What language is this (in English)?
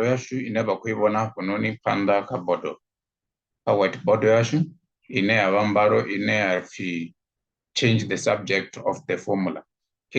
Venda